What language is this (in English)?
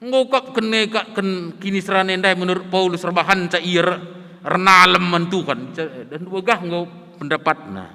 Batak Karo